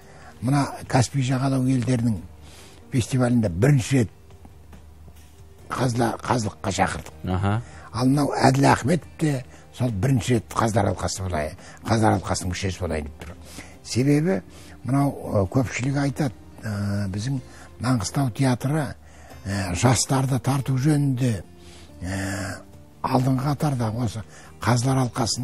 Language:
Kazakh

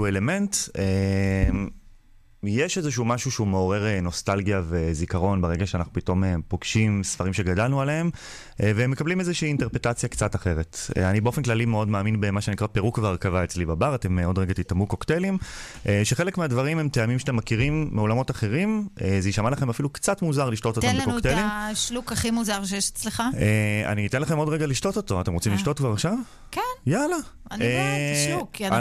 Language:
Hebrew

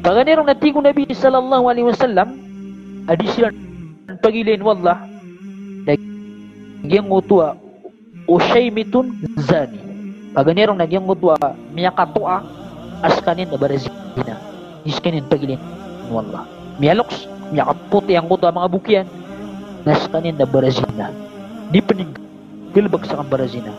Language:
Maranao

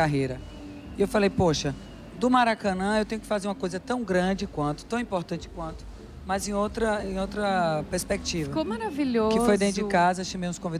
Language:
Portuguese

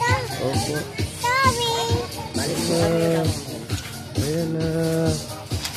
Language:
Filipino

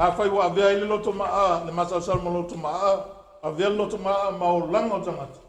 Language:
Samoan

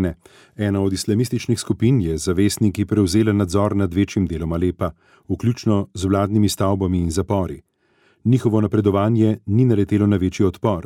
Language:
Slovenian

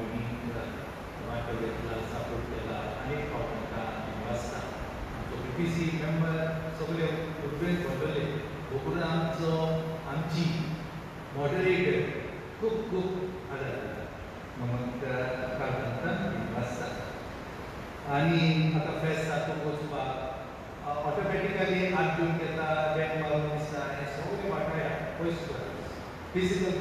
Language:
Konkani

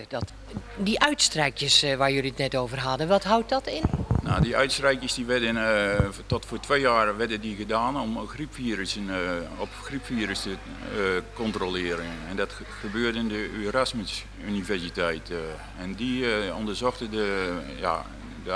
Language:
Dutch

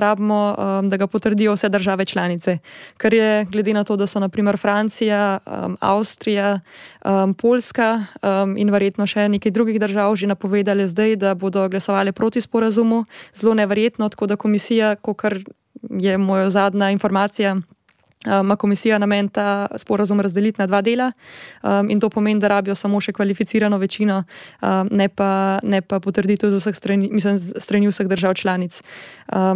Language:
Slovenian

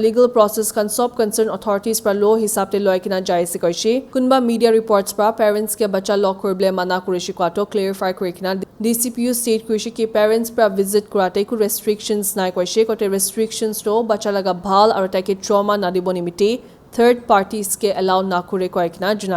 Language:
Naga Pidgin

